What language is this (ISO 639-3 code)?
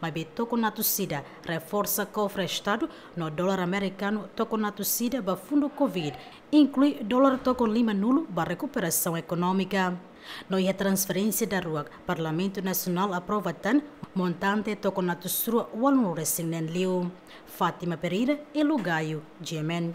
tet